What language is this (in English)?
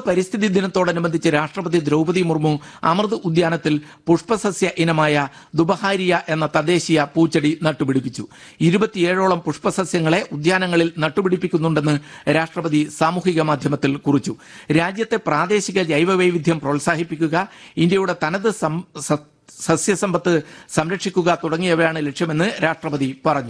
Malayalam